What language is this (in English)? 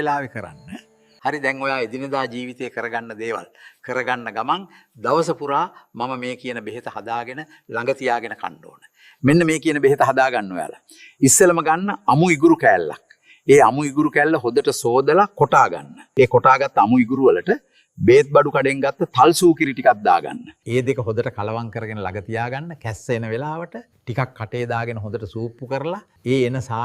Sinhala